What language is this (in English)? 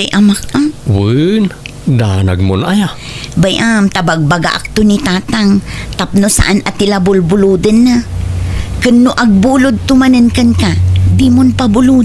Iloko